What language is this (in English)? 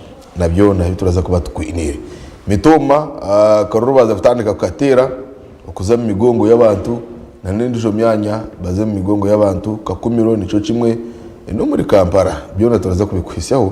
Nyankole